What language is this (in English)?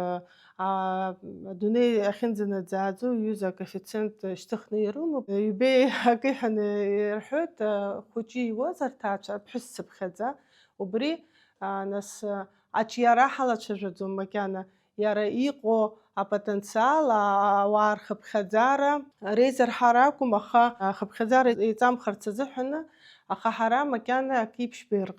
Abkhazian